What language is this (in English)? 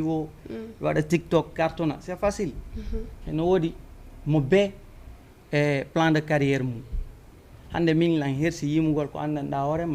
Fula